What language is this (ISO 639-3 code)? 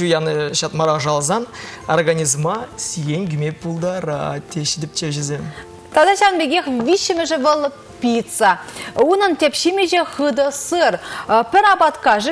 chv